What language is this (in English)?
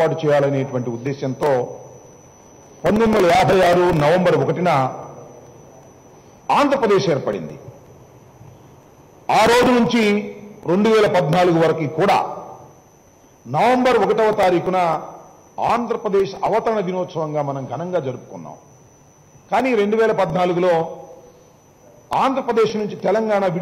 Telugu